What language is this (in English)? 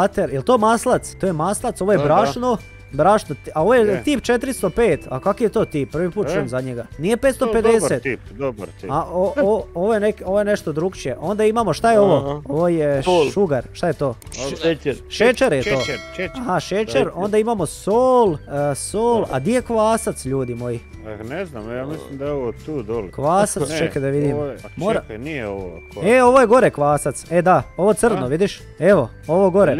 Croatian